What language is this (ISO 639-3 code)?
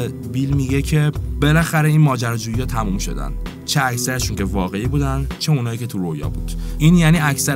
fas